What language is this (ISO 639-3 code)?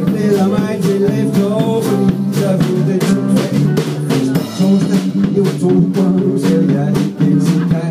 dan